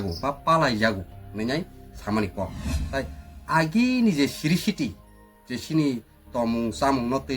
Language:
Kok Borok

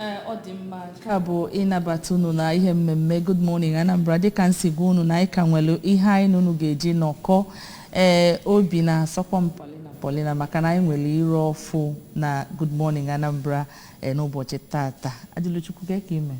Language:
Igbo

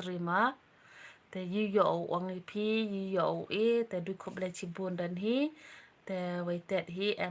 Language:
Khasi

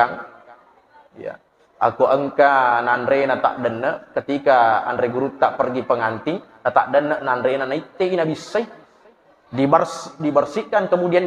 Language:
Buginese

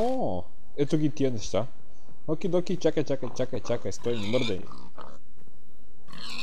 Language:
Bulgarian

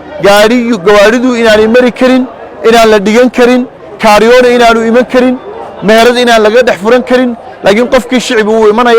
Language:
Somali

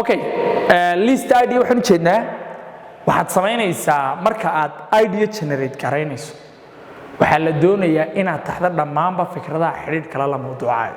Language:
Somali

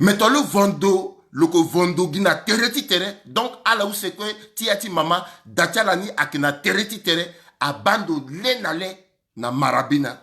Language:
Sango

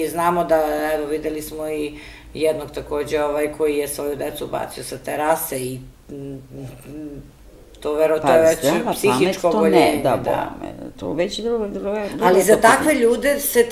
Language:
Serbian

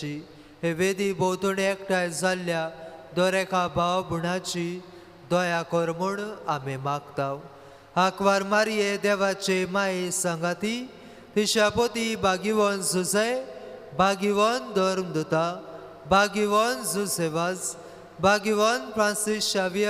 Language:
Konkani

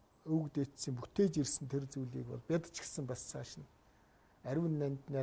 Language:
Mongolian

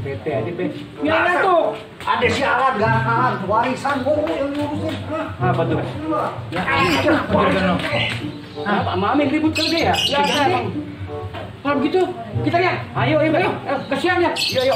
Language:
Betawi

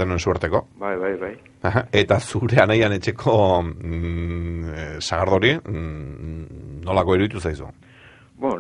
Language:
Basque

